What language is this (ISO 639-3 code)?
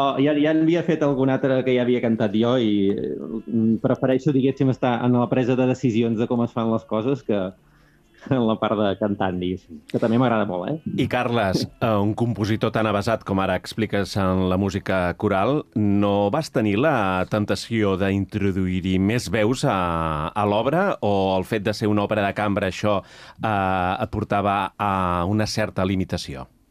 cat